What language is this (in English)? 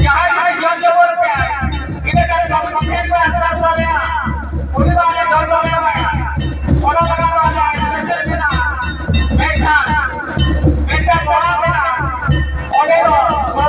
Santali